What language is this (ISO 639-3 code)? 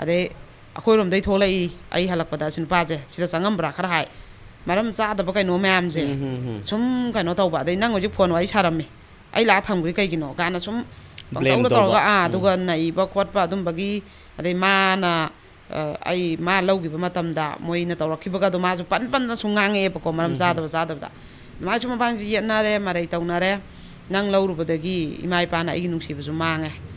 mni